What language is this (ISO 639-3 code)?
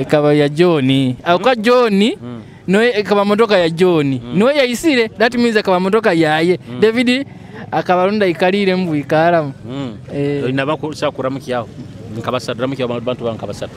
nyo